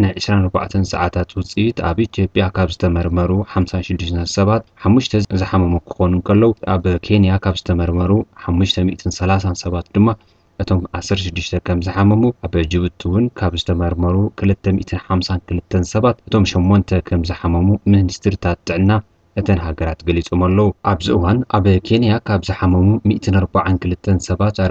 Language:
Tigrinya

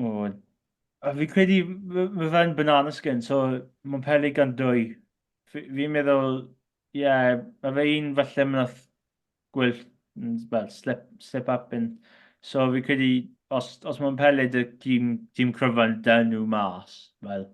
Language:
Welsh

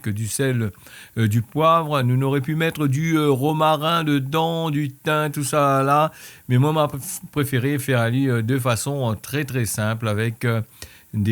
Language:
Réunion Creole French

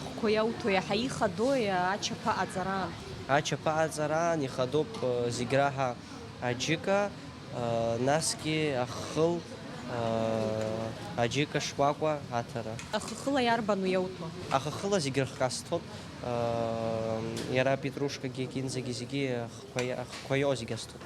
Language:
Abkhazian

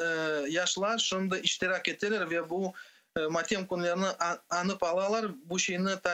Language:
Crimean Tatar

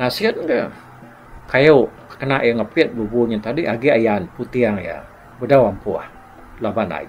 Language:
Iban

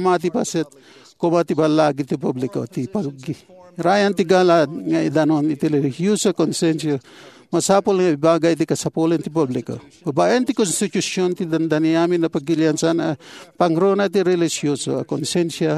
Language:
Iloko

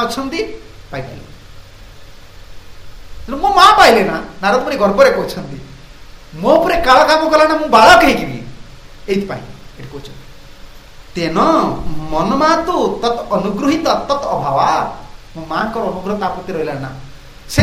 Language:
Odia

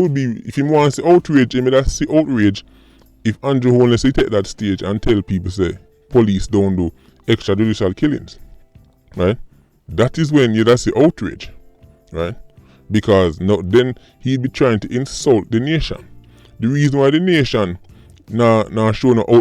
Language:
Jamaican Creole English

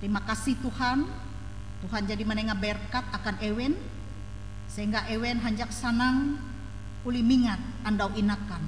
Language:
Ngaju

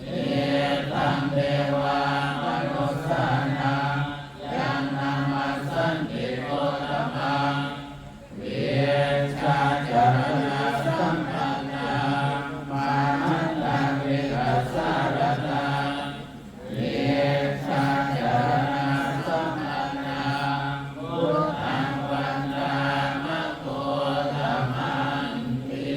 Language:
Pali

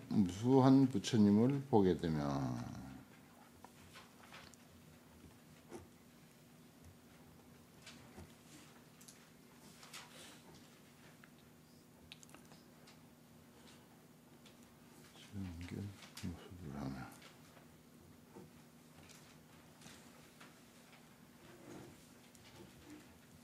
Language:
Korean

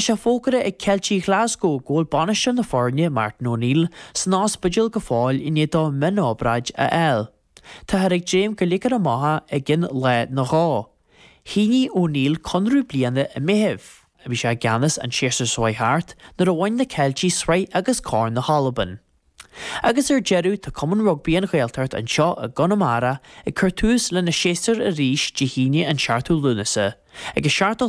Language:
Irish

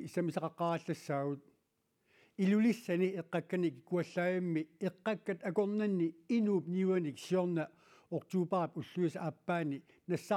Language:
Kalaallisut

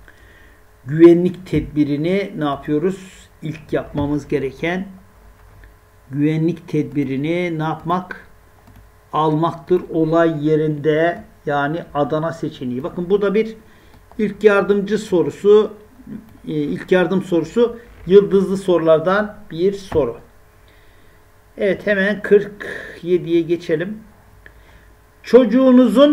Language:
Turkish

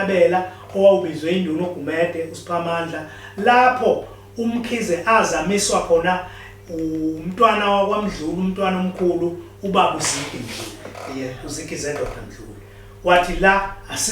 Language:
Zulu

